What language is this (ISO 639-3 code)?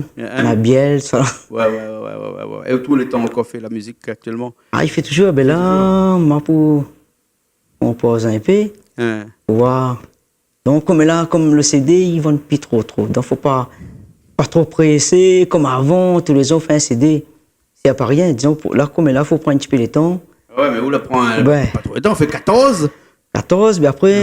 rcf